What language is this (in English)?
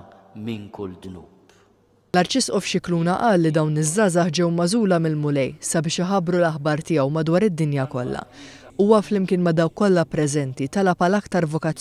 Maltese